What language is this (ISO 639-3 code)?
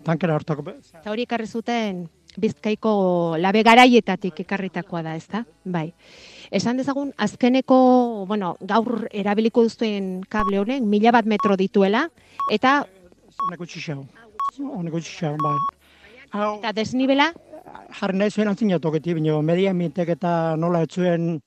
eus